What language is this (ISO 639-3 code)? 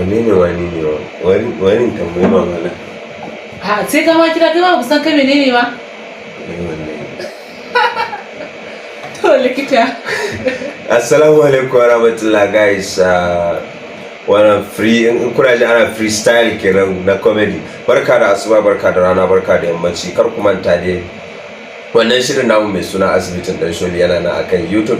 hau